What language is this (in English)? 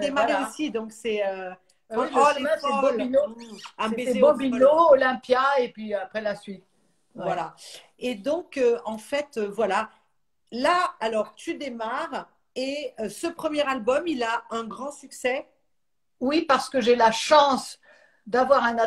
French